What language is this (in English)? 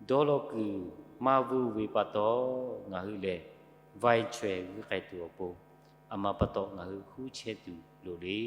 Lahu